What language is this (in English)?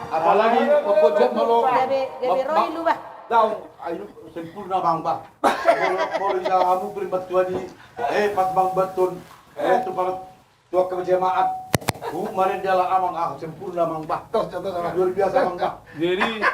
Batak Toba